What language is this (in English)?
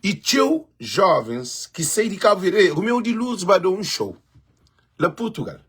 Kabuverdianu